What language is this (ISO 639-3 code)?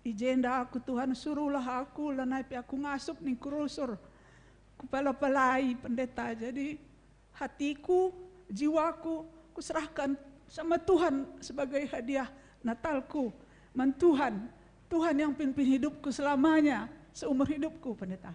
btx